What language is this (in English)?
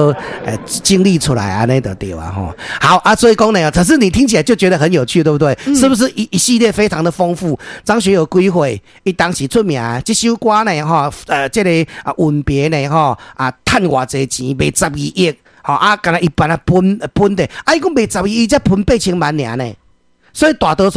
Min Nan Chinese